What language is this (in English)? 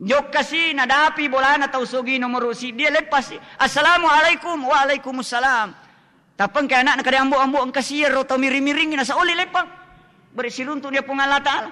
Buginese